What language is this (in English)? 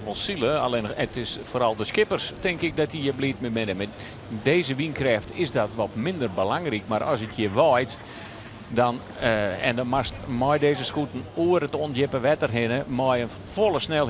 Western Frisian